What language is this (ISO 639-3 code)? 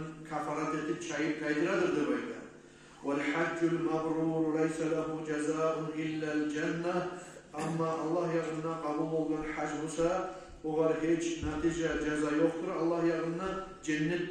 kum